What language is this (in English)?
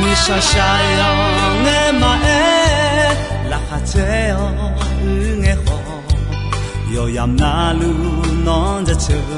Akha